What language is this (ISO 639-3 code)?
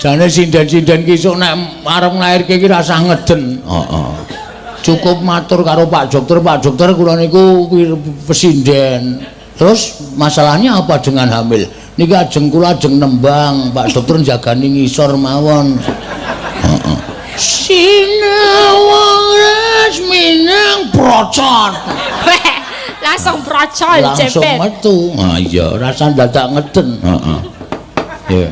jav